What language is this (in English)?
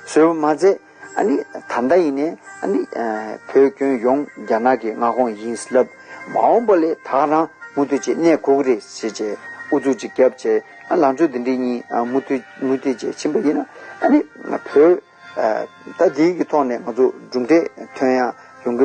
Tibetan